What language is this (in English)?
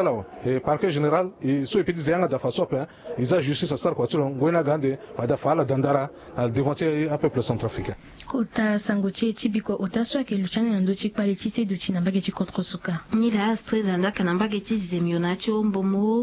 Sango